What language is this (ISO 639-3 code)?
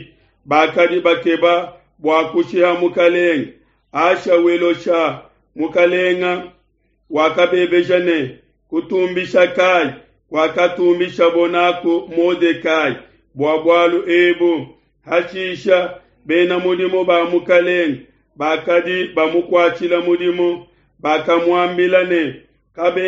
lua